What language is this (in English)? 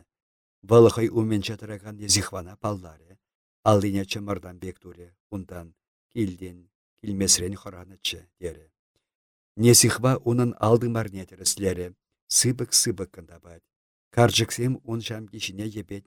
Chuvash